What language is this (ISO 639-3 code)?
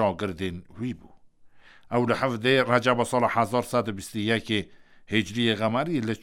kur